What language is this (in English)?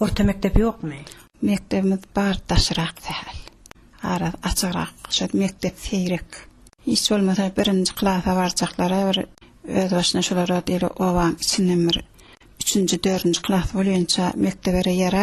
Turkmen